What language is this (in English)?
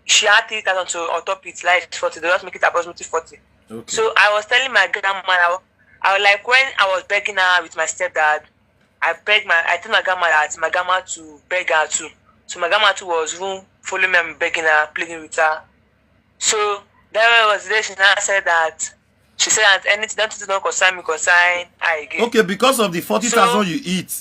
Nigerian Pidgin